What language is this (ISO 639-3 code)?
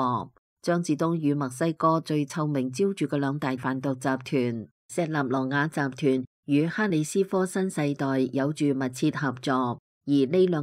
yue